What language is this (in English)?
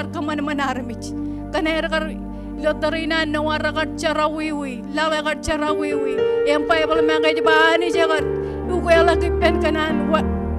Marshallese